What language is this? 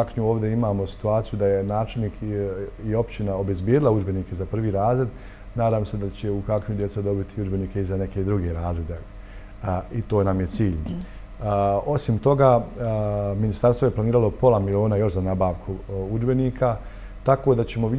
Bosnian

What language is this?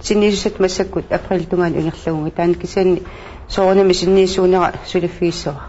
Kalaallisut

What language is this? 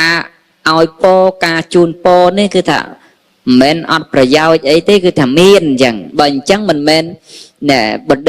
Khmer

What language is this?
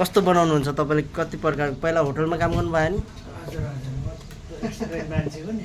Nepali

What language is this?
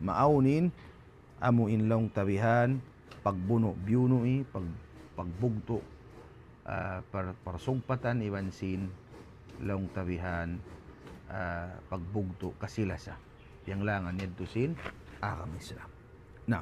Tausug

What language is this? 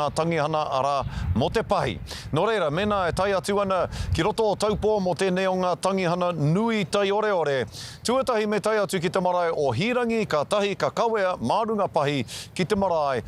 Māori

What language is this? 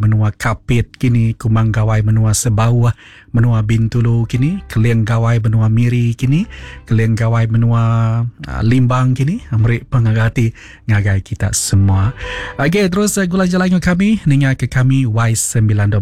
Iban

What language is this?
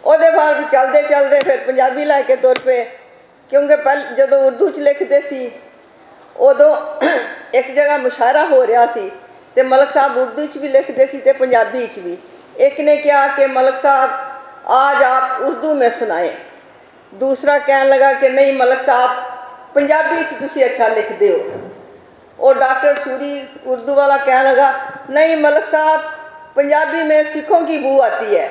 Western Panjabi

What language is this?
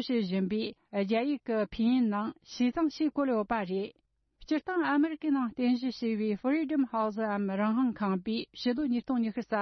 Tibetan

